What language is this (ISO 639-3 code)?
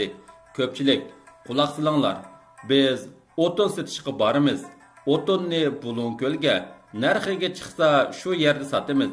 uig